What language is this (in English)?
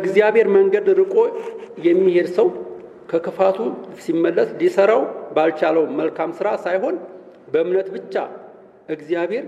Amharic